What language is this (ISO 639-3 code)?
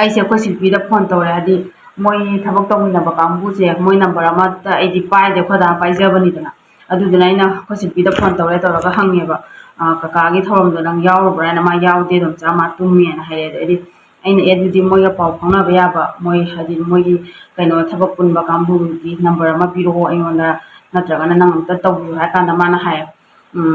mni